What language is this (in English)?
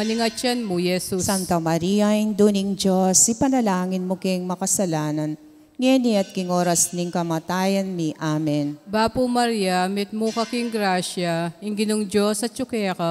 Pampanga